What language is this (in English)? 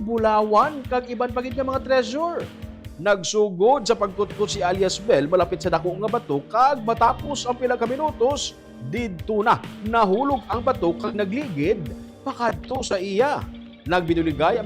Hiligaynon